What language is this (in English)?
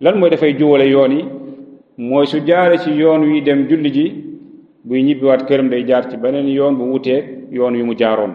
Wolof